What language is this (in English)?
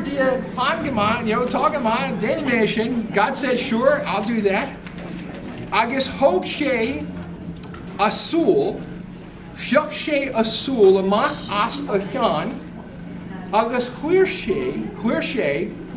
Irish